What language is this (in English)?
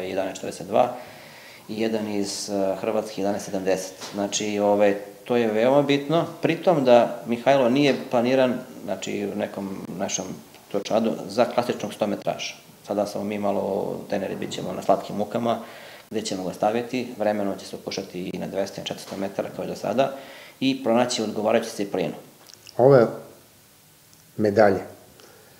Serbian